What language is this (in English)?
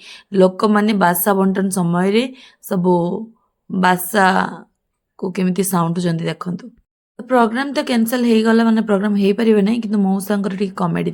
Odia